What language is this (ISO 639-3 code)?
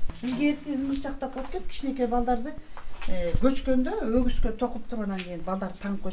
kir